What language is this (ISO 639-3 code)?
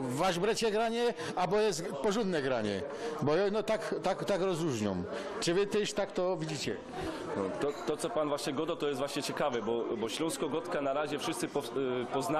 szl